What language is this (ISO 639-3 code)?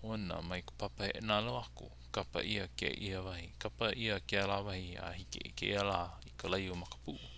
haw